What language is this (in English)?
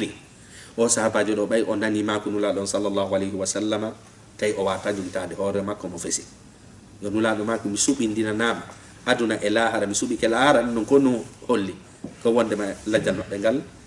Fula